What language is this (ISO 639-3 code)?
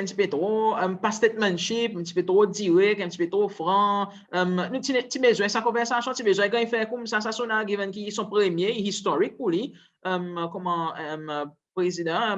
crs